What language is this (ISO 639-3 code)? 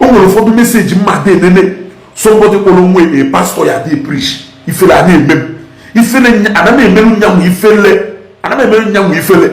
ibo